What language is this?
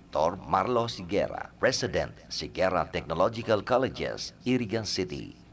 Bikol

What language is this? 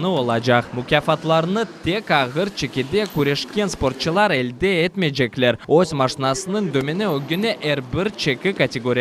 Crimean Tatar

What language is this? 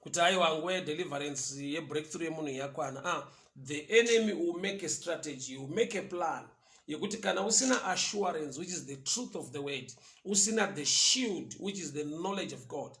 Shona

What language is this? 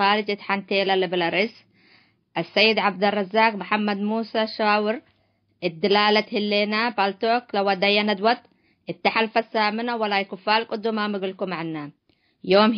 Tigre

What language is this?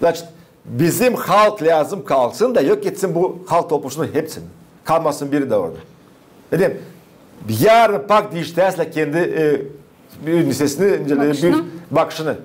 Gagauz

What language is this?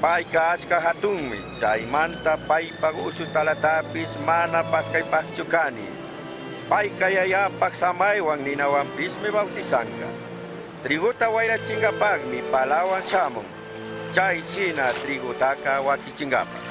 Chimborazo Highland Quichua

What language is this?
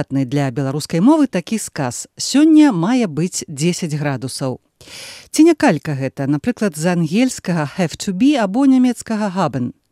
Belarusian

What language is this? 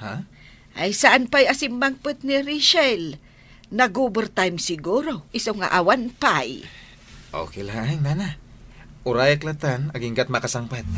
Iloko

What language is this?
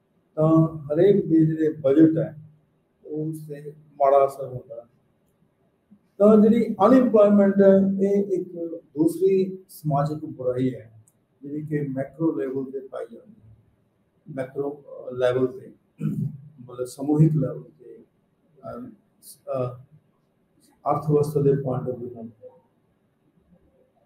Punjabi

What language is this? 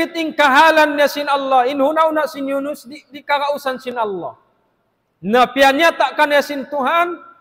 Tausug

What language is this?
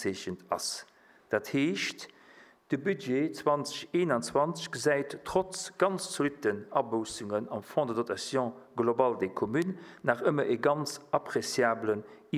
Luxembourgish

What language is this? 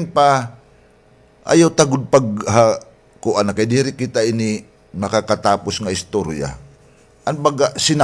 Waray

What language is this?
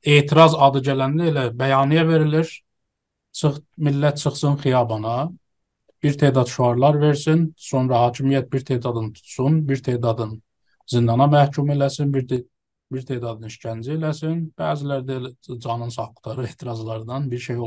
South Azerbaijani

